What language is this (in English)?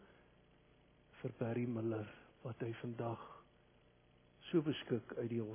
Afrikaans